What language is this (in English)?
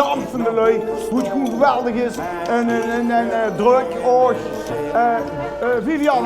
Limburgish